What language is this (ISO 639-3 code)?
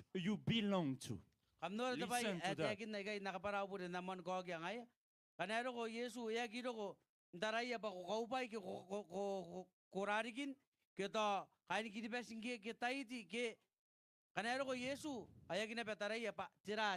gil